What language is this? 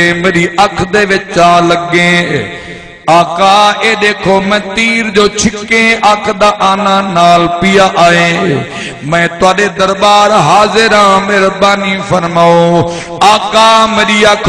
Saraiki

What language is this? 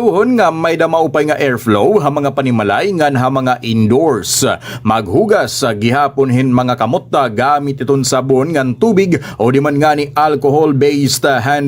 Waray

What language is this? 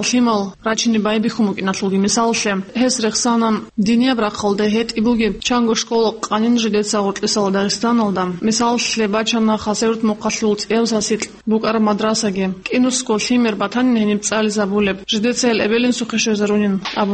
Avaric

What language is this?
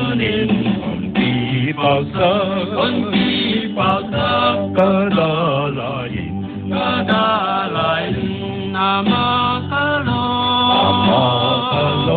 Paite Chin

